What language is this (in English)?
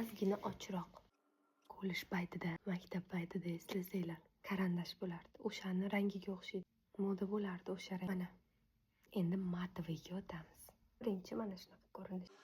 Uzbek